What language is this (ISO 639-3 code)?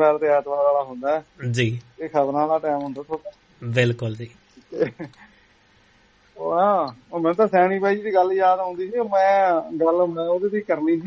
pan